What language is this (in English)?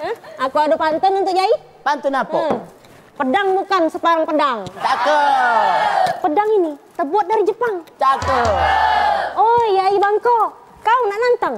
Musi